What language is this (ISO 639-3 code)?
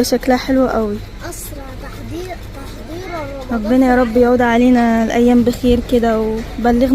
arz